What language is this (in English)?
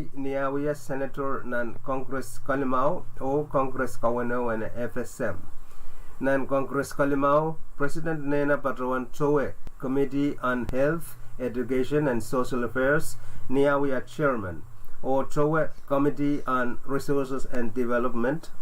Pohnpeian